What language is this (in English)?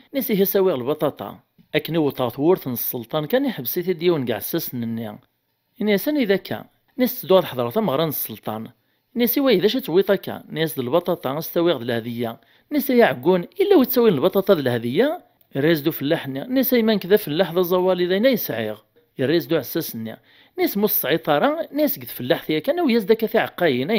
Kabyle